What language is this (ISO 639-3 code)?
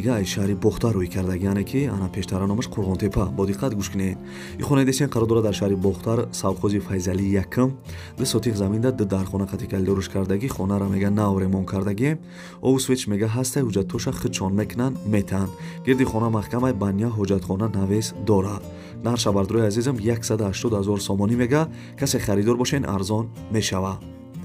tgk